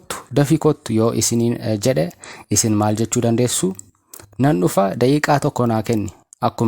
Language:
Oromo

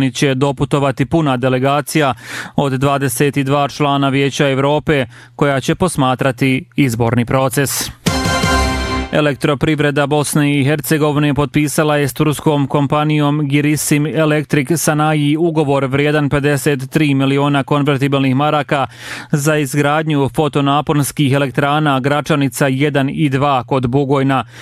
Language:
Bosnian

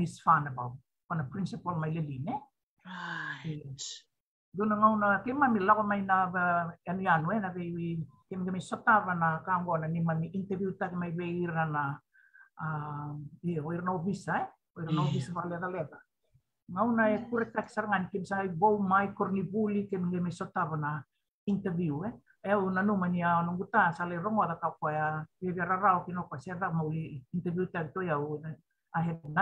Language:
Fijian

